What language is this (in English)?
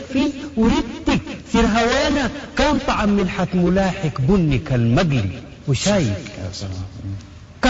Sudanese Arabic